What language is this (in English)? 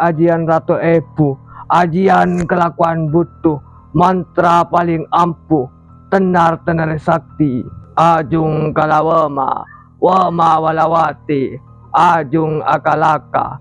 Madurese